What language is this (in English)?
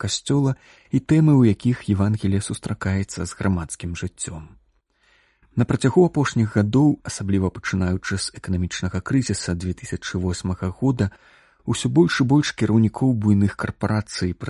Belarusian